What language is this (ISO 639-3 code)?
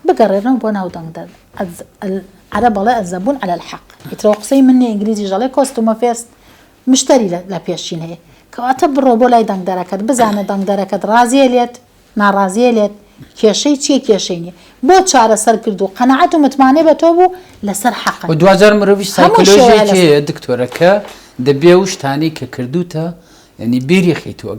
ckb